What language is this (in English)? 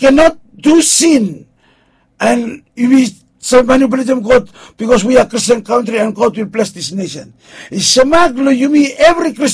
Bislama